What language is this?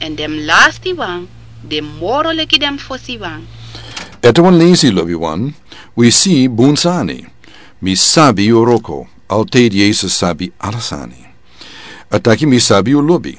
Sranan Tongo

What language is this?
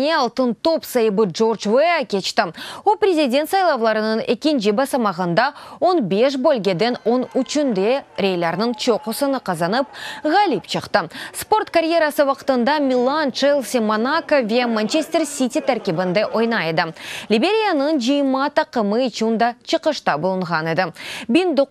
Crimean Tatar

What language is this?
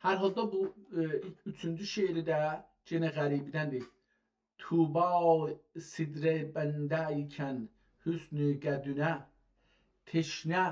South Azerbaijani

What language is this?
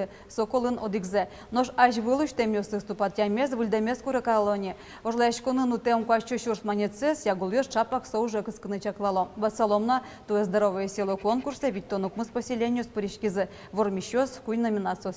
Udmurt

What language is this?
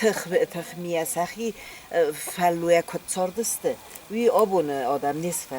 Ossetic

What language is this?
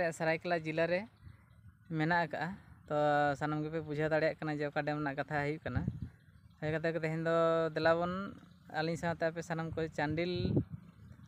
Santali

